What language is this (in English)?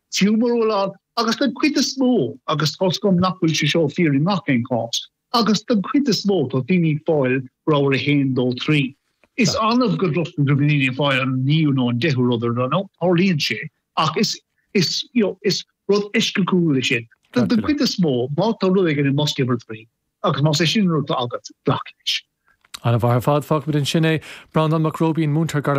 Irish